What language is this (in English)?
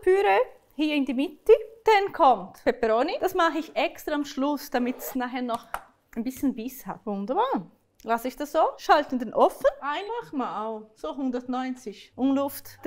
Swiss German